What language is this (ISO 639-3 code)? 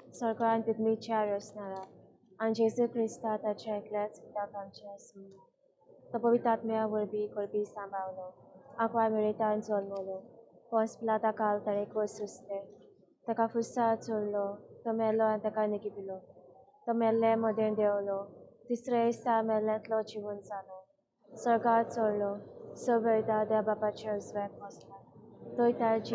kok